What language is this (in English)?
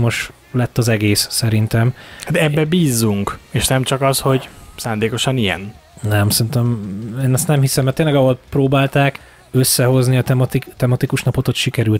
Hungarian